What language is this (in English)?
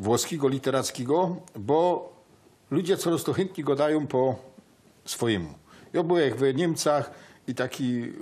Silesian